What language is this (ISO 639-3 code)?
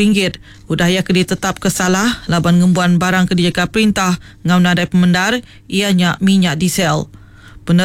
iba